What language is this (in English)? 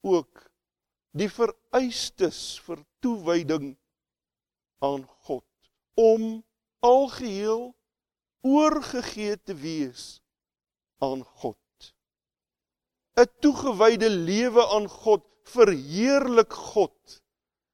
Afrikaans